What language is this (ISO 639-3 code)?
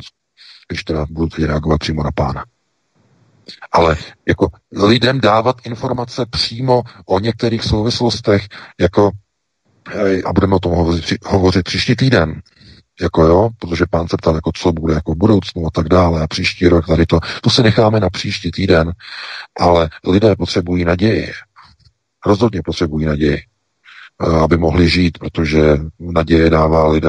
ces